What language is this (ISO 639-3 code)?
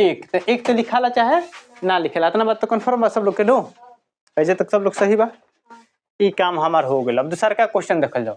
bho